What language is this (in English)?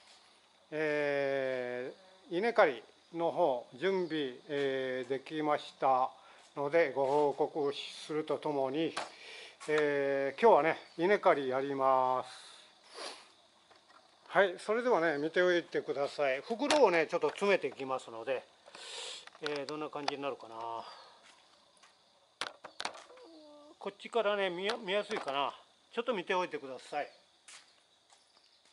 Japanese